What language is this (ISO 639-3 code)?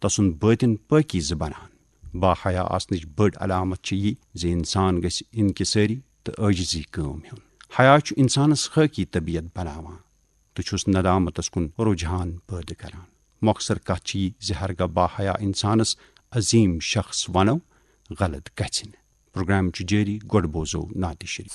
kas